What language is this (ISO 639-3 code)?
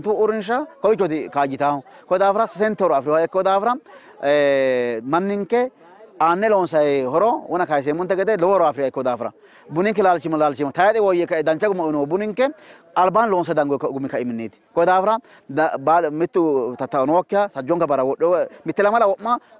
sid